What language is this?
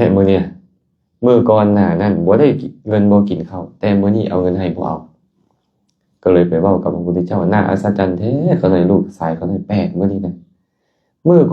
Lao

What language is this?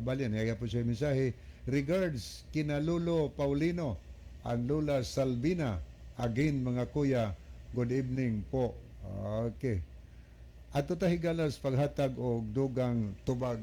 Cebuano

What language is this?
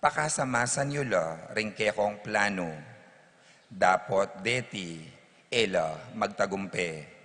Pampanga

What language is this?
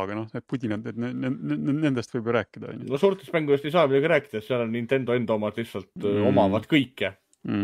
Estonian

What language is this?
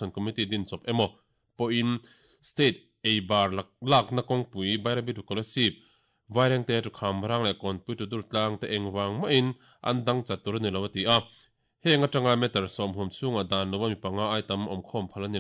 Mizo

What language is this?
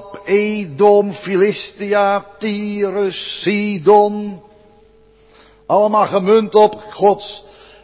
Dutch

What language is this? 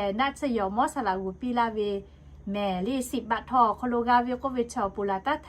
Lahu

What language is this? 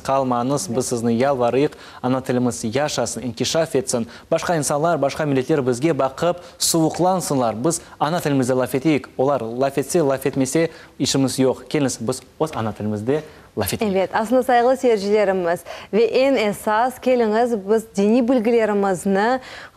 Crimean Tatar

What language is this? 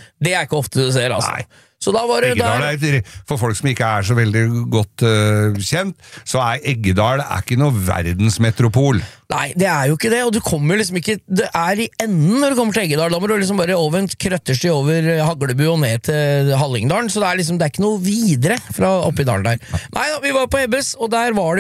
Norwegian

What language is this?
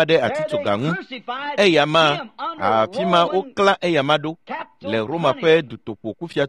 Ewe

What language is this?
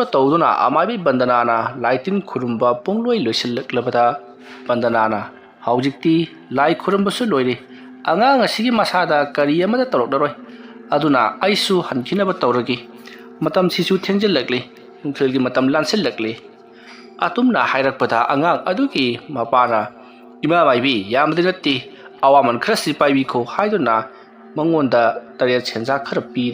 Manipuri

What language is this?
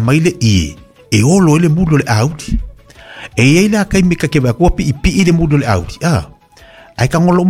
Samoan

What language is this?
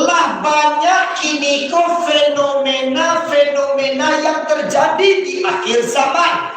Minangkabau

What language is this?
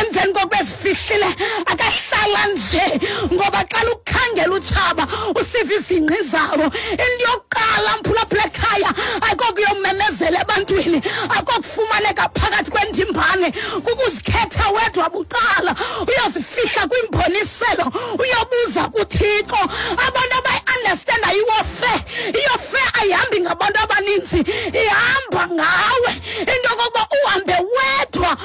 Xhosa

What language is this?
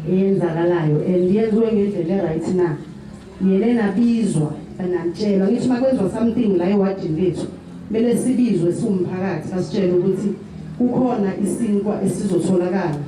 Zulu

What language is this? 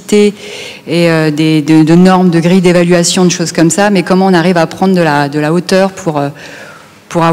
French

